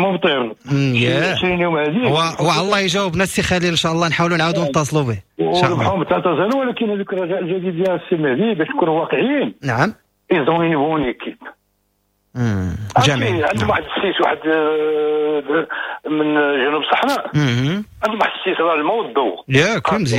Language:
Moroccan Arabic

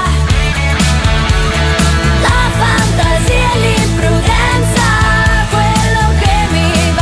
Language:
Italian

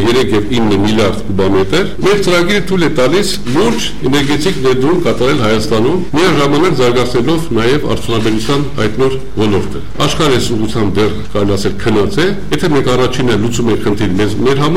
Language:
Armenian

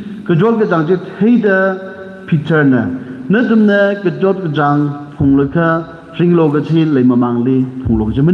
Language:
Tangkhul Naga (India)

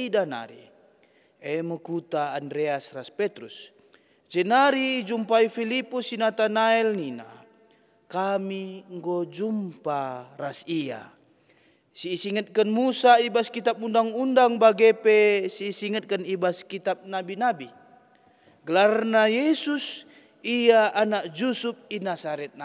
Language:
Batak Karo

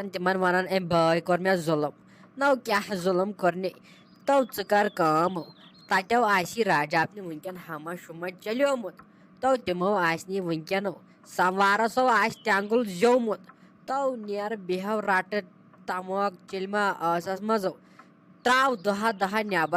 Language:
Kashmiri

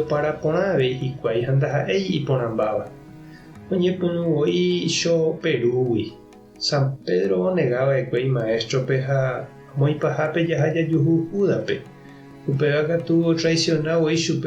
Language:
Guarani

